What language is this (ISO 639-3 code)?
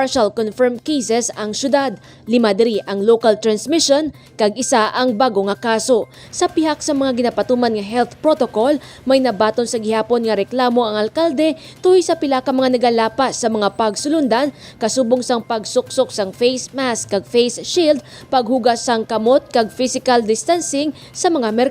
hil